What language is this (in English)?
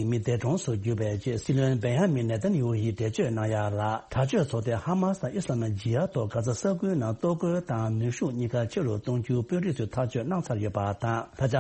Tibetan